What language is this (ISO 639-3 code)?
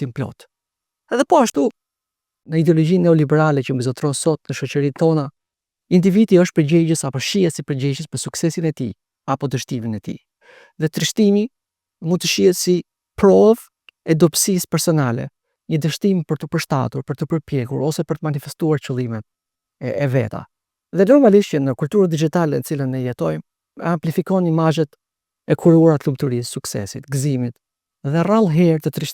sqi